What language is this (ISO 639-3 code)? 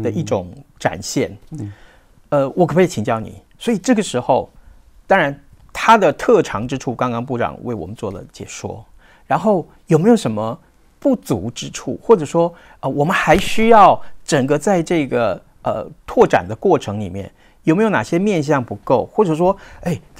zho